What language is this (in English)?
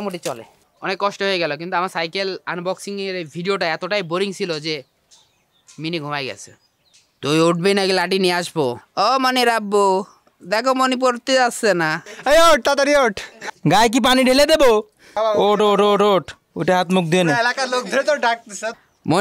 Bangla